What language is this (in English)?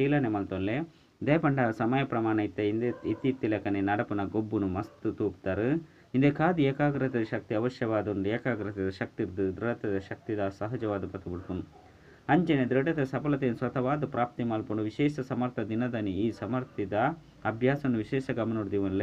Tulu